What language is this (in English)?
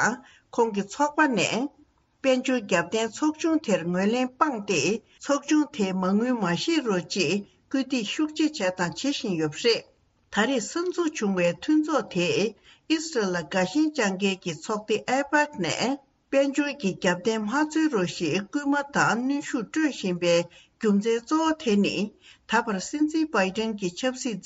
Tibetan